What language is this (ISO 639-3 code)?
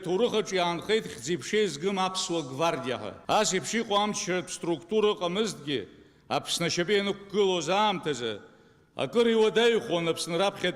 abk